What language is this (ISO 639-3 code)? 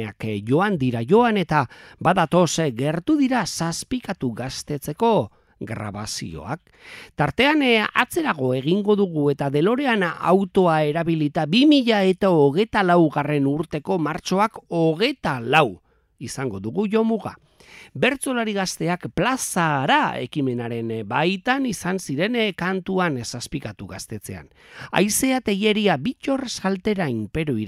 eus